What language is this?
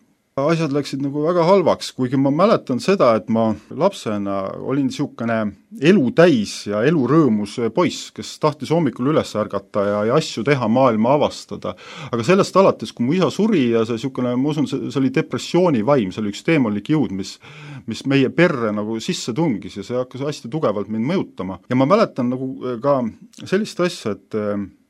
Estonian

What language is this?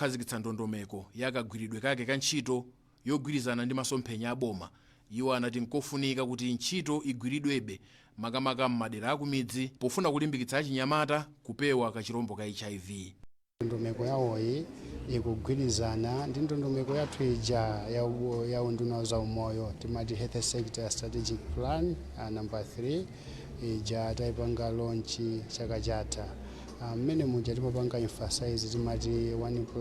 Nyanja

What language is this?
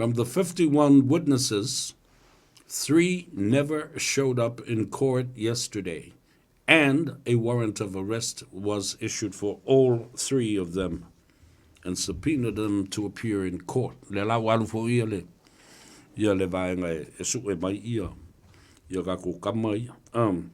Samoan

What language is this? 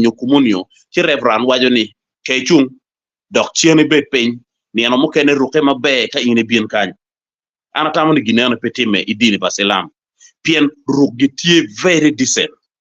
Acoli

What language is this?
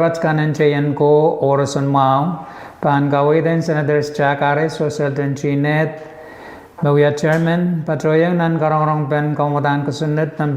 Pohnpeian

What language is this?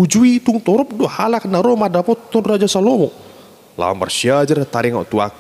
Batak Toba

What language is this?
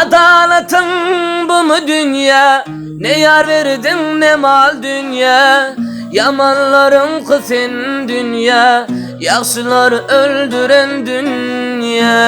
Turkmen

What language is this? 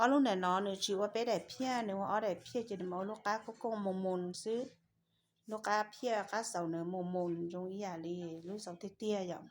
Hmong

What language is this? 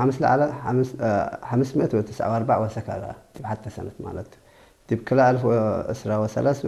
Tigrinya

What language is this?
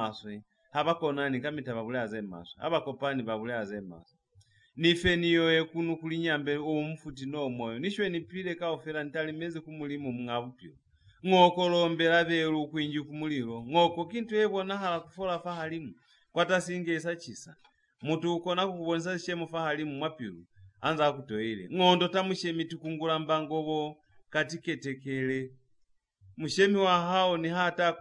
Lozi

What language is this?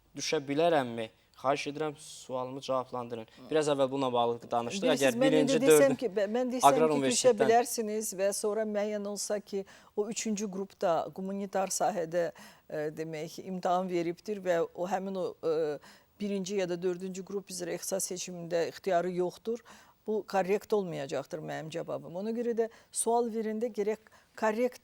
Azerbaijani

